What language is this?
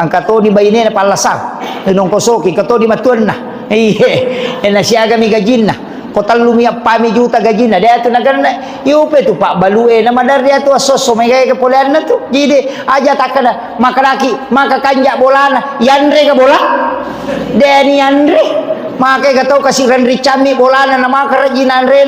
Buginese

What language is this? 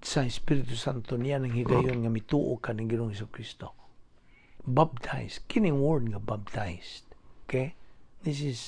Cebuano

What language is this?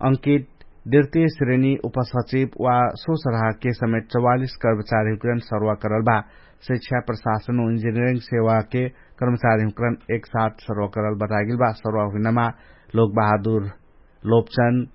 Dangaura Tharu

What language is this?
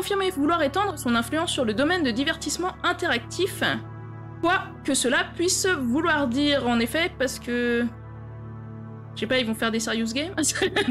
French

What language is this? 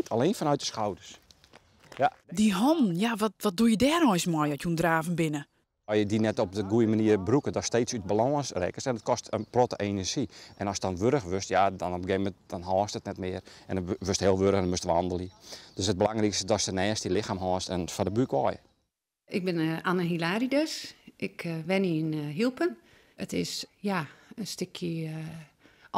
Western Frisian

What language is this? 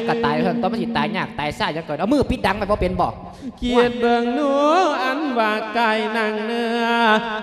Lao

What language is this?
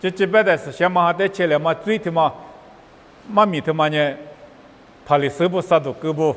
Lisu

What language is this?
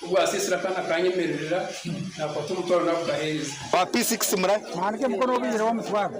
Nyankole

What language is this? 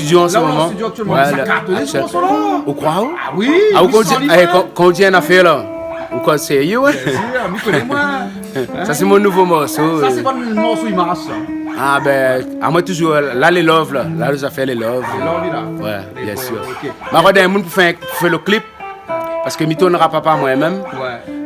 Réunion Creole French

